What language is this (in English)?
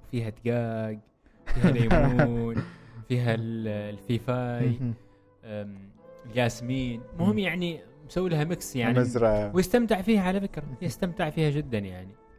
Gulf Arabic